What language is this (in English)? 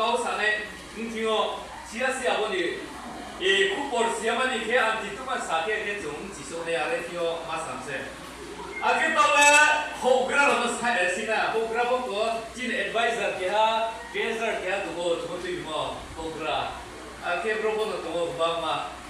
Riang (India)